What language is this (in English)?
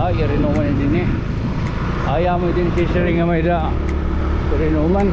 Waray